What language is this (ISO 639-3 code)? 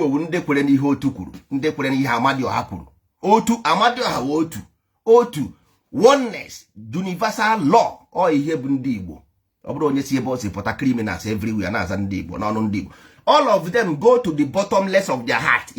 ibo